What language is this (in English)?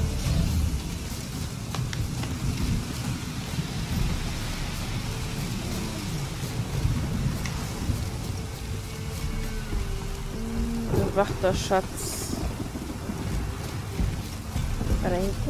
German